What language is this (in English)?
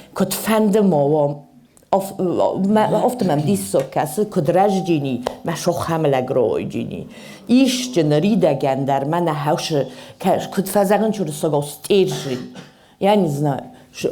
Ossetic